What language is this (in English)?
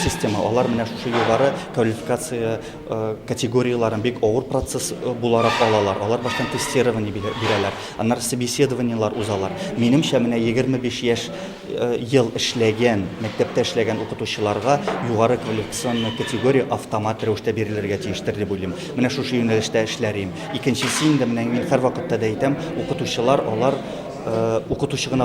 Tatar